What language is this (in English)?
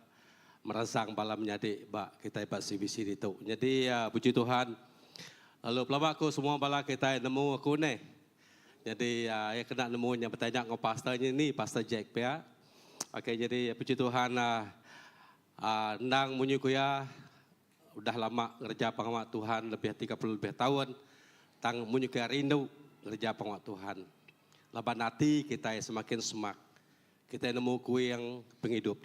Iban